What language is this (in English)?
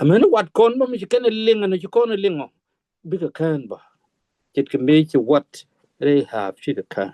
Nuer